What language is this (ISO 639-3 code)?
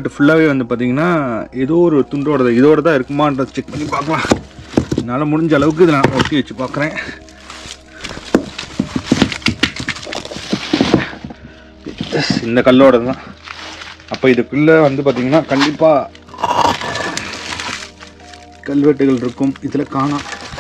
tam